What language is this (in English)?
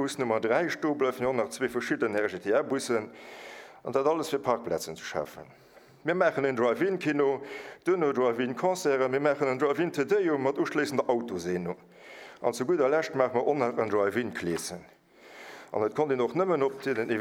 Luxembourgish